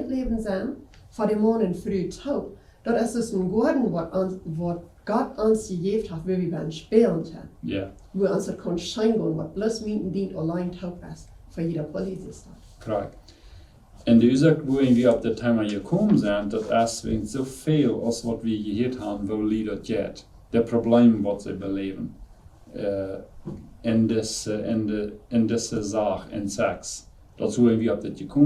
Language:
Plautdietsch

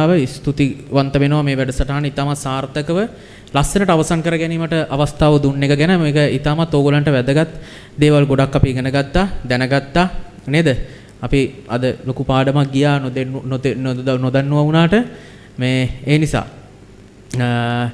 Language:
Sinhala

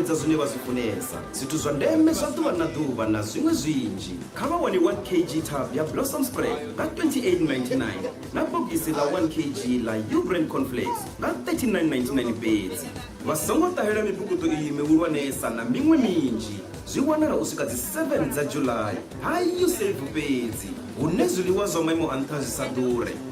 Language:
Venda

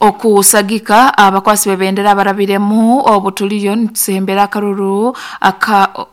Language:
Nyankole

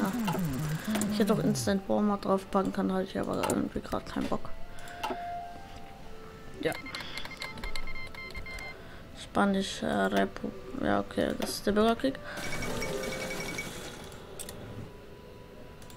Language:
German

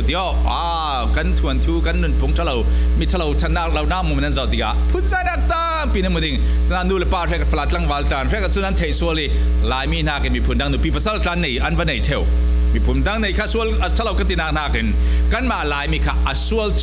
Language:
Falam Chin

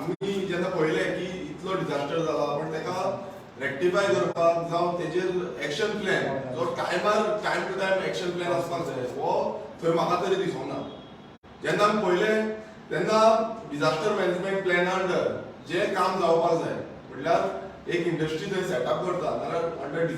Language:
Konkani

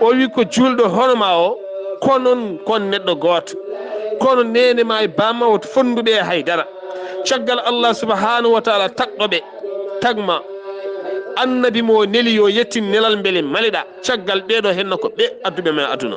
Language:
Fula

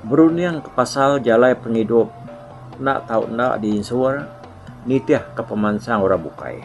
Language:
Iban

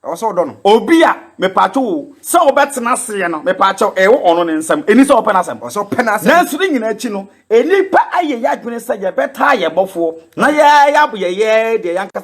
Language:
Akan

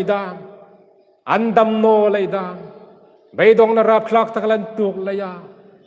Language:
Hmar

